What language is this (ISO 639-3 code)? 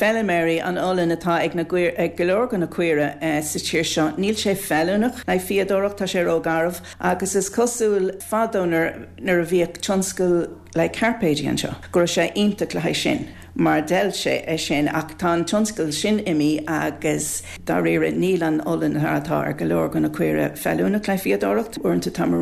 gle